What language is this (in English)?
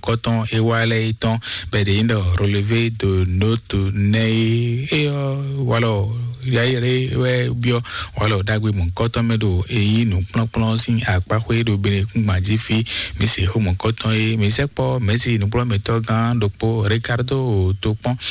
Fon